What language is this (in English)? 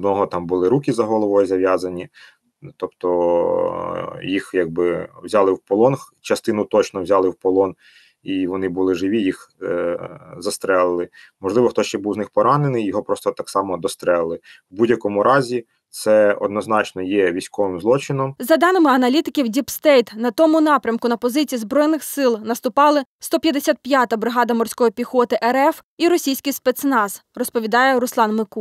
Ukrainian